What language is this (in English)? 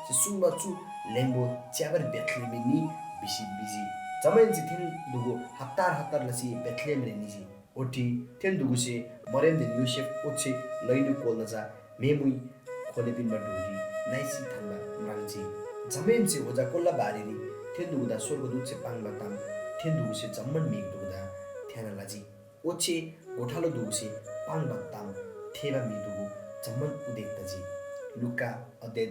Eastern Tamang